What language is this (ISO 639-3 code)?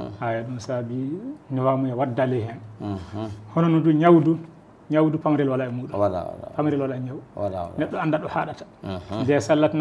ful